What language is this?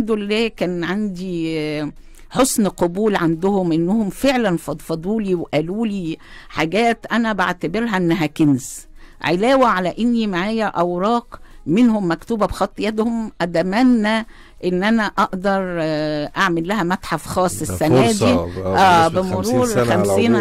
Egyptian Arabic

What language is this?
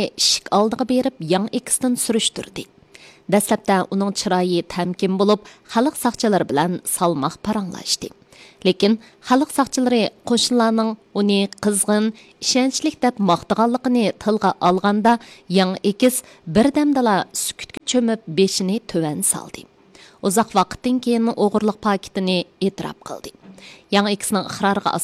Uyghur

